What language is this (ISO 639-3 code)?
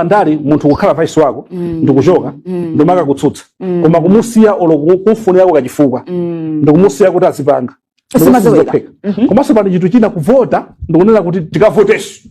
nya